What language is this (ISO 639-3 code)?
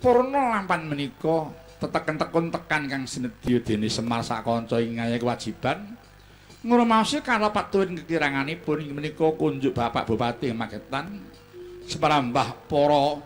jav